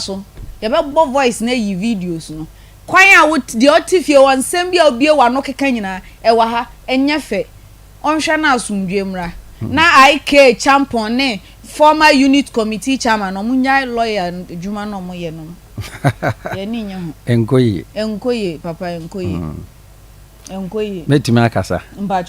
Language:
Akan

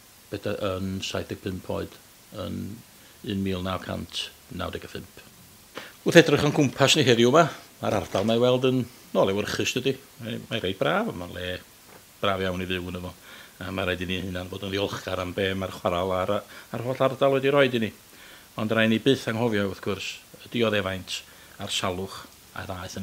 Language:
Welsh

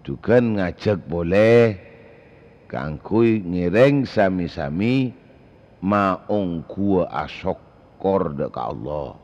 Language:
Madurese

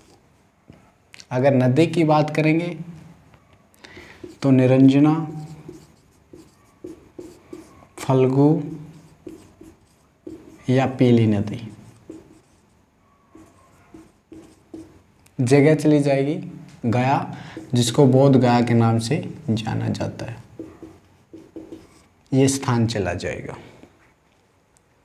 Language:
Hindi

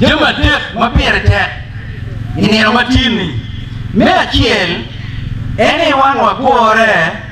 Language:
Acoli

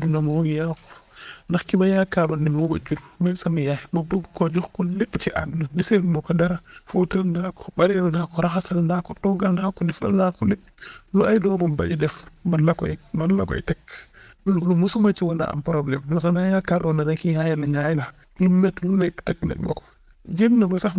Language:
Wolof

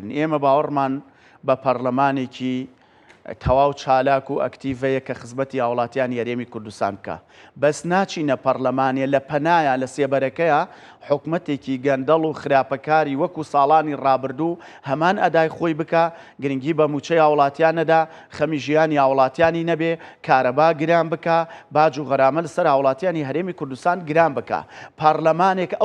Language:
Central Kurdish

